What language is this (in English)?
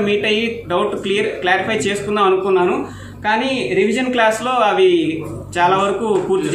Telugu